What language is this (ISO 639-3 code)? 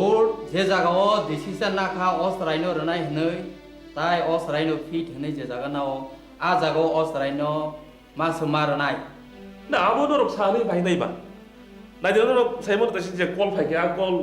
trp